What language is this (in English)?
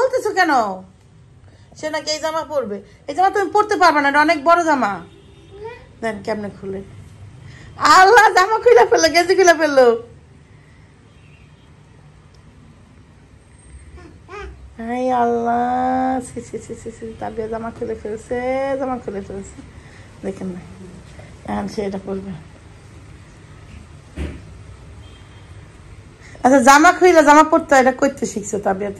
Bangla